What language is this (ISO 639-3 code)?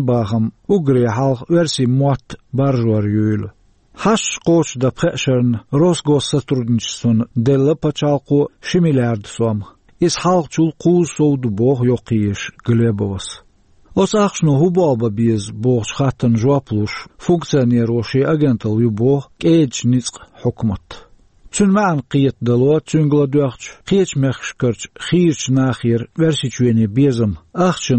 che